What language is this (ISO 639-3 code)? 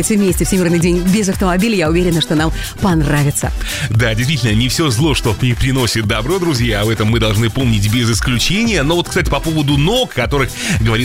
rus